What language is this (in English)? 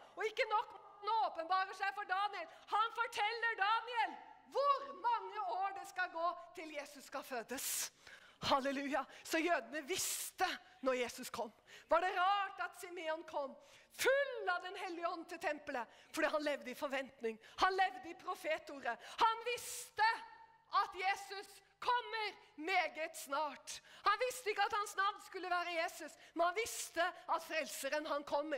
Norwegian